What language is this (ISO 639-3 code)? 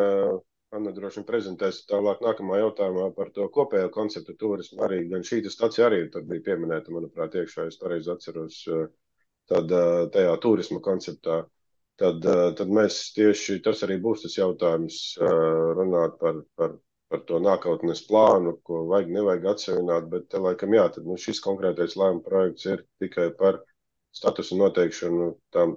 lav